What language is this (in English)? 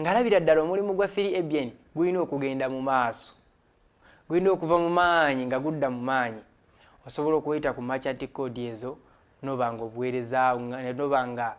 Ganda